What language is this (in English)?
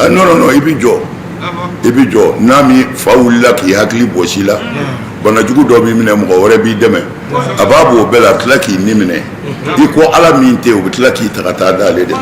Bambara